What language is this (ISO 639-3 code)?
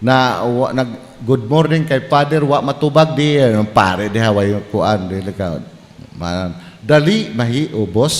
ceb